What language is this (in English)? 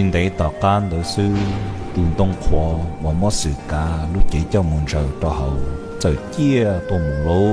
Hmong